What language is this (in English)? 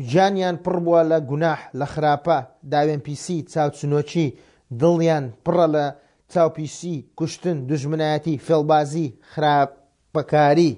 Central Kurdish